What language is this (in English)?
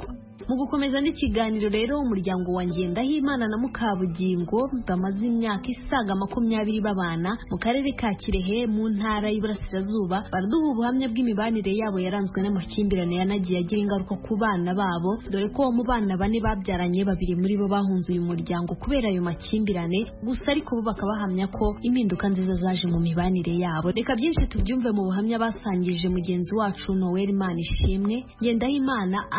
Kinyarwanda